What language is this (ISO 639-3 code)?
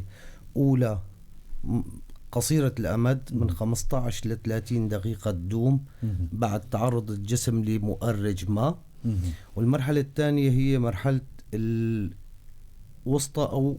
apc